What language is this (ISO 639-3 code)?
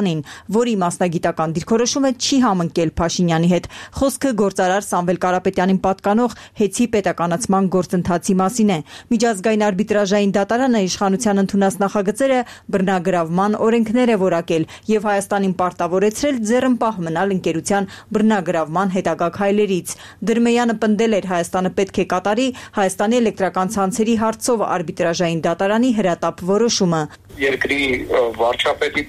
hye